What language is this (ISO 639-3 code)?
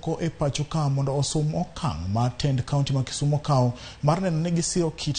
luo